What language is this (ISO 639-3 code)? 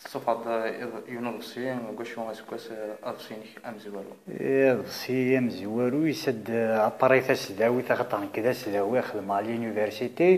kab